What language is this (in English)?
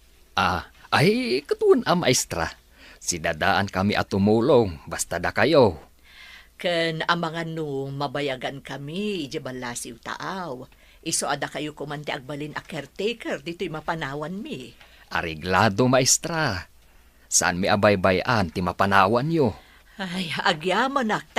Iloko